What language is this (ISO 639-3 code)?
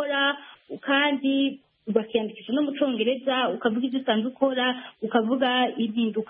kin